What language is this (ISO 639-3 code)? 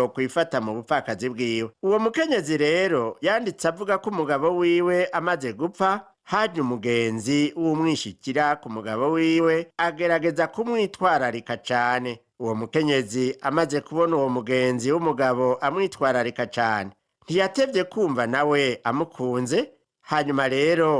run